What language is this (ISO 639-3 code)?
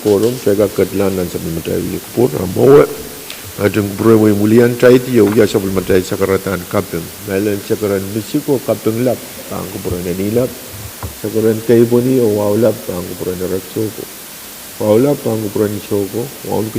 pon